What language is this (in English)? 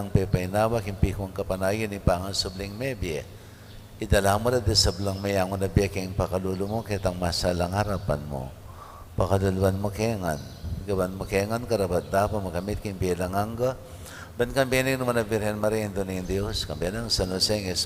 Pampanga